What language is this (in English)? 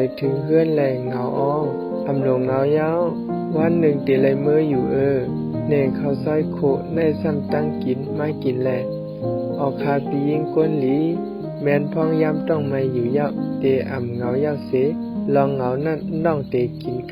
Shan